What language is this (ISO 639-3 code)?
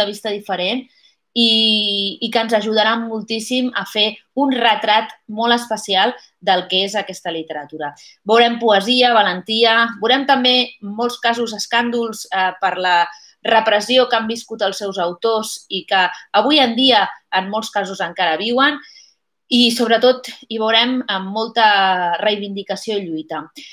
cat